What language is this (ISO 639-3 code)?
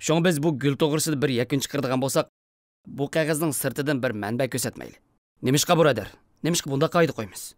uig